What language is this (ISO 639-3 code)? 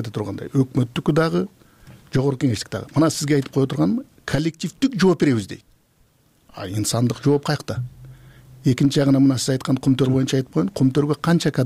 kir